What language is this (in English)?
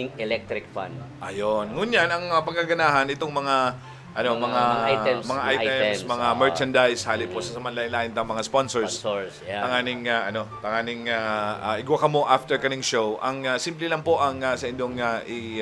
Bikol